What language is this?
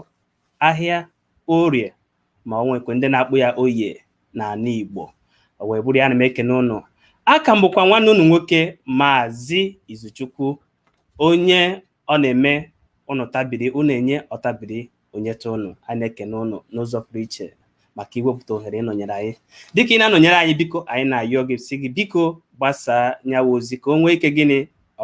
Igbo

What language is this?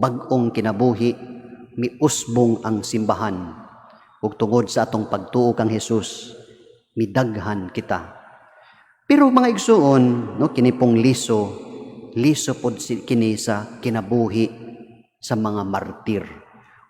Cebuano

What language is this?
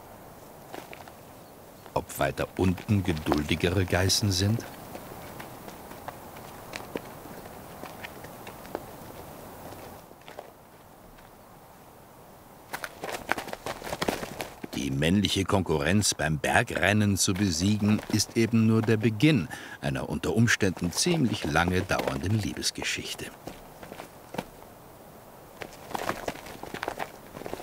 German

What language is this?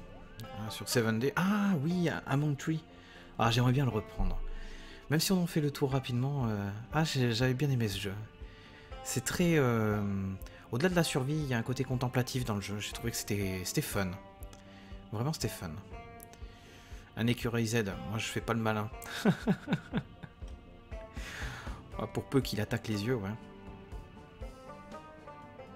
French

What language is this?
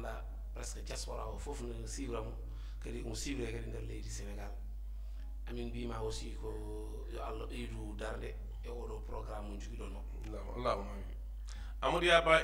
Fula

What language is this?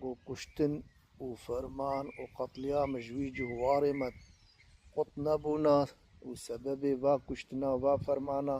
Kurdish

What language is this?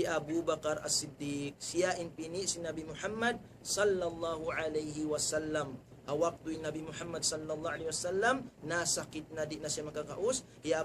Tausug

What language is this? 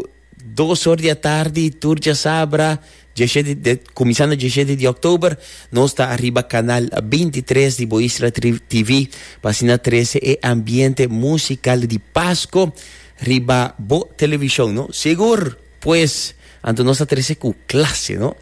Papiamento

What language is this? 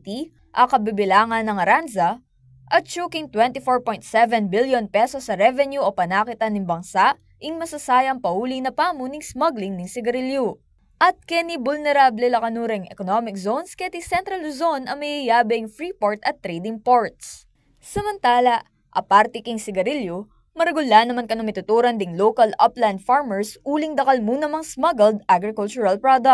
Pampanga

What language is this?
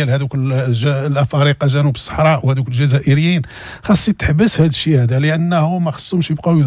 Moroccan Arabic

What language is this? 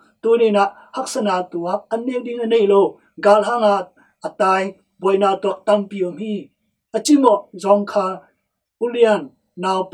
Tedim Chin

